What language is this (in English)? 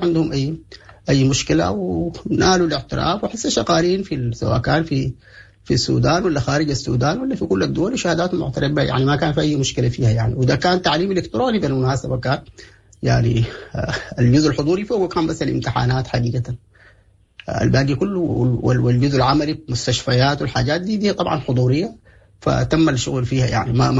Sudanese Arabic